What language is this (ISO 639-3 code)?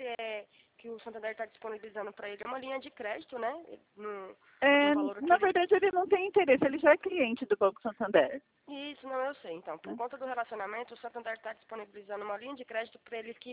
por